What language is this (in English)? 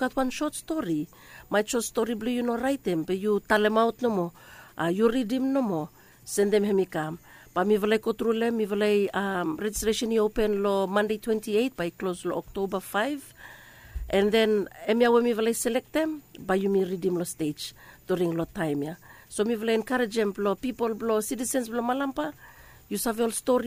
Bislama